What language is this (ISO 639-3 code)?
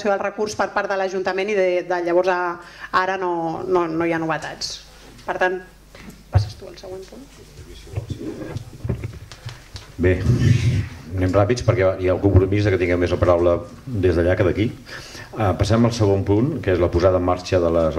cat